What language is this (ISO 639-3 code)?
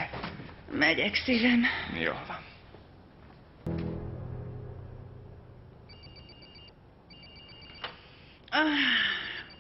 hun